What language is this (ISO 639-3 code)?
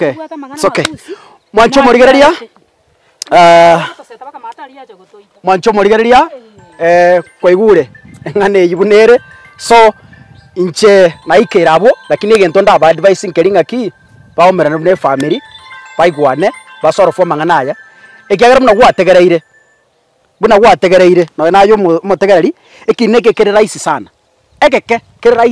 guz